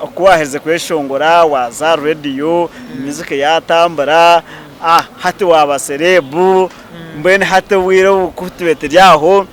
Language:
Nyankole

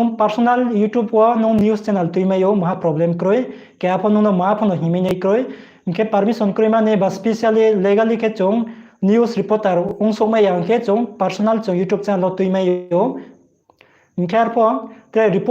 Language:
Riang (India)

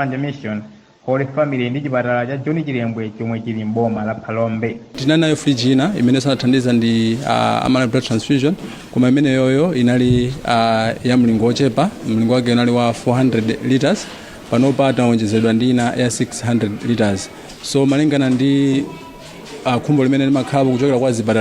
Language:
Nyanja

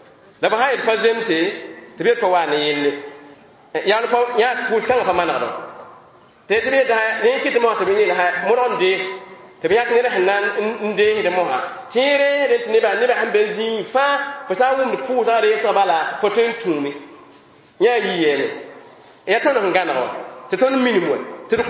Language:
Mossi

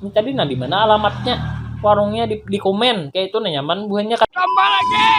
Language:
Banjar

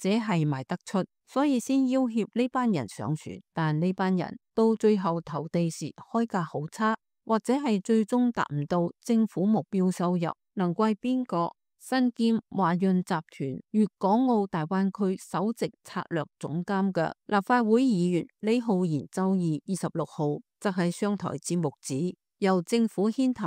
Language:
Cantonese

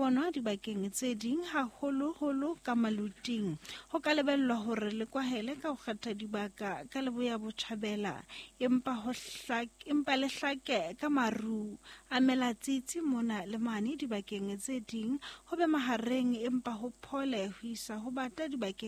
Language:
Southern Sotho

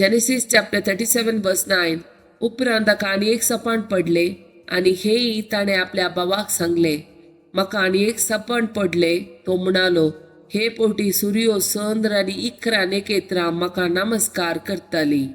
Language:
Konkani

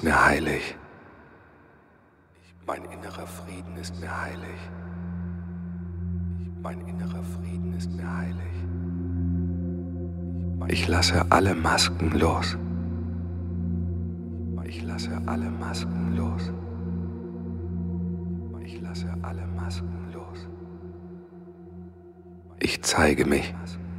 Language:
German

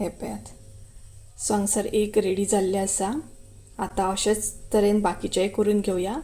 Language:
Konkani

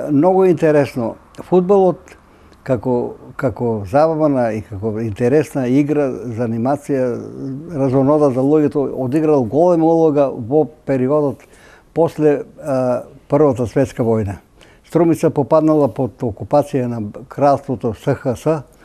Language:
Macedonian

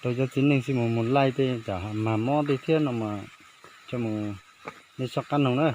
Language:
Hmong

